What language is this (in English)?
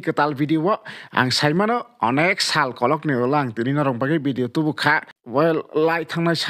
Kok Borok